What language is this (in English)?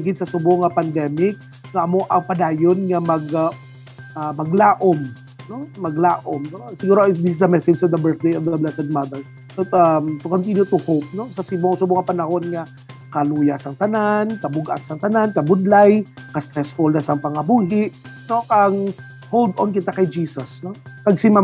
Hiligaynon